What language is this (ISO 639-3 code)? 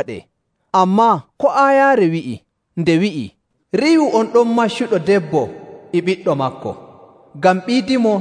fuv